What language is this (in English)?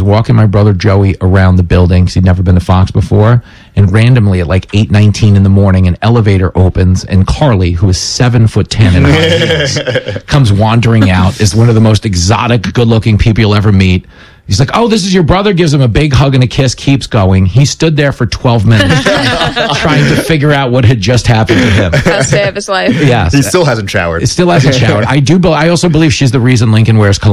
English